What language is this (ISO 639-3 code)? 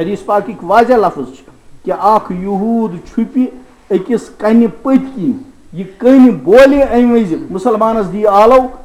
kas